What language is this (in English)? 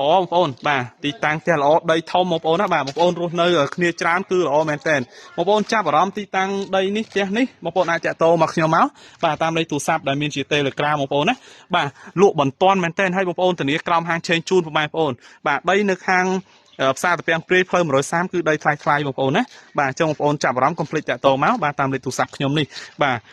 Khmer